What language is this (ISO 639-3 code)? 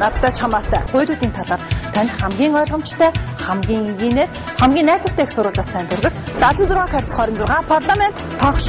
mon